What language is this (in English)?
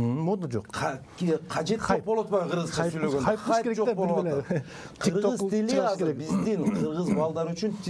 Kyrgyz